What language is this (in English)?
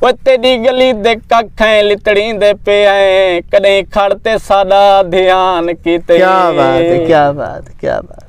Saraiki